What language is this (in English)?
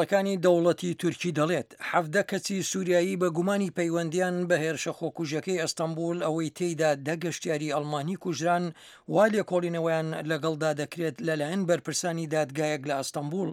Central Kurdish